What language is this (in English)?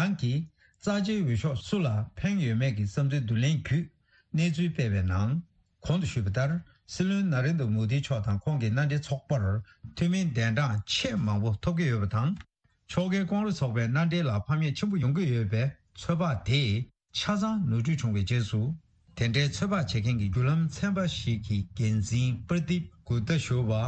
Tibetan